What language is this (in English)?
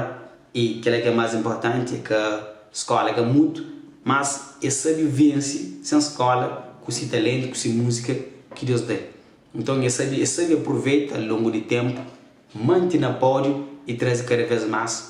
Kabuverdianu